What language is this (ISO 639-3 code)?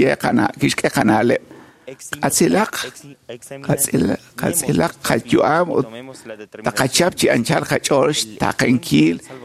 kek